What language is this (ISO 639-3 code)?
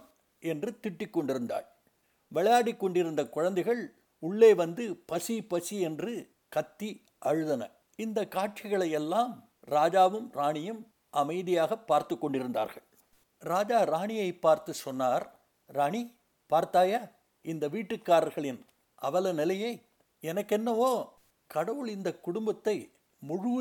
tam